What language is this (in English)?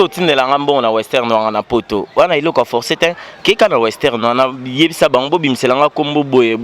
Lingala